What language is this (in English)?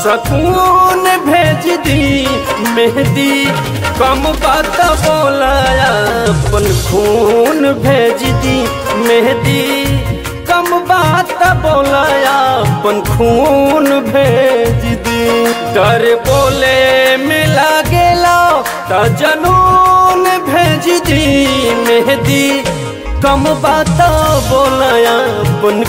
Bhojpuri